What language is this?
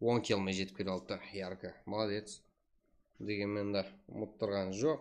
Kara-Kalpak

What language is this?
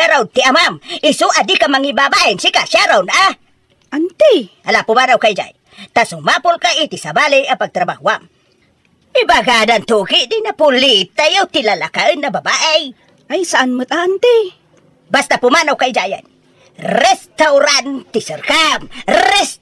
Iloko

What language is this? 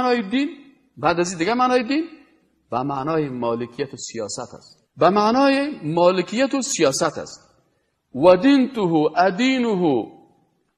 Persian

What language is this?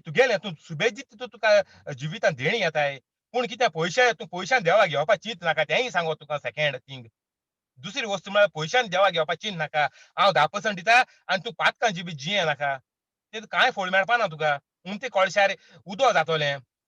Konkani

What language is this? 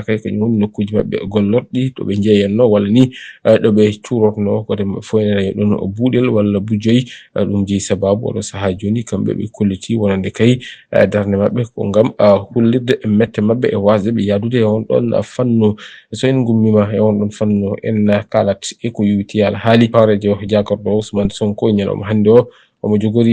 Fula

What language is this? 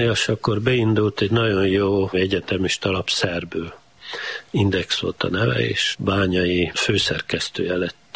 Hungarian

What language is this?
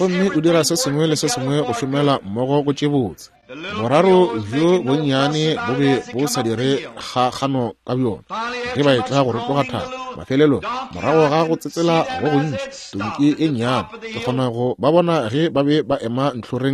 Northern Sotho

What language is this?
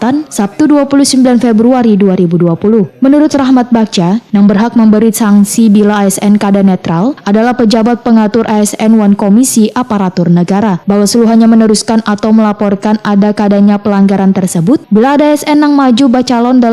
Banjar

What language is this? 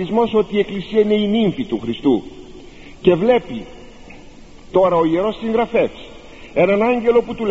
Greek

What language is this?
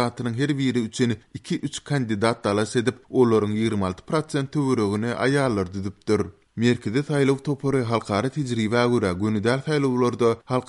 Turkmen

